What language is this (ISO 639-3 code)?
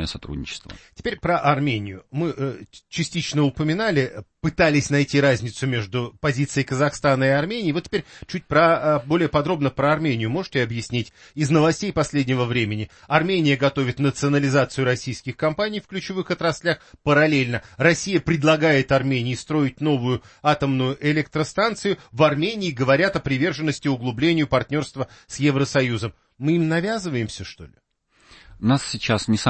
rus